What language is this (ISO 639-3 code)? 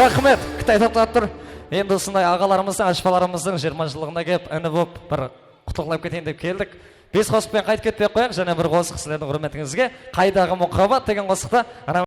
kaa